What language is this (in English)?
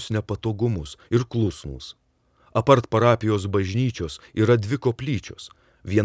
Lithuanian